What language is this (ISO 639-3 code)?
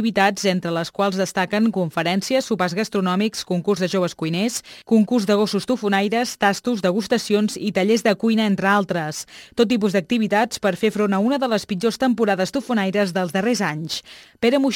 cat